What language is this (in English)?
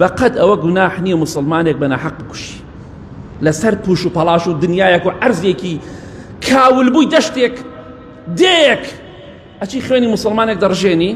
Central Kurdish